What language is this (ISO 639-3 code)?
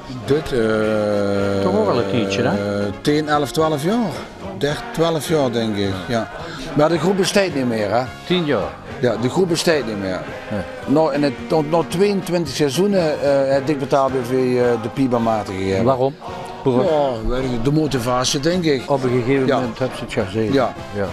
lim